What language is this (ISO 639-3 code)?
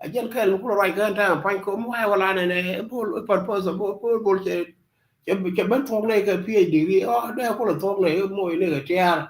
nus